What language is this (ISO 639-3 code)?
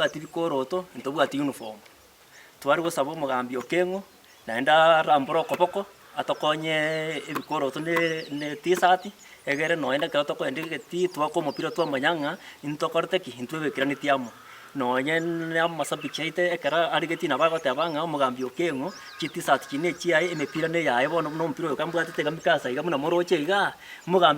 guz